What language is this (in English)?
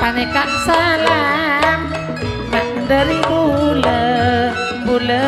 Madurese